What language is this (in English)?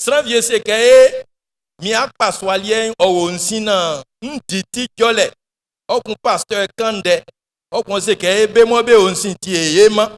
Baoulé